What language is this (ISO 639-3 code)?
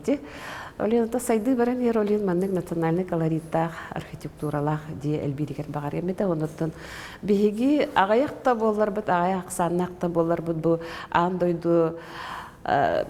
sah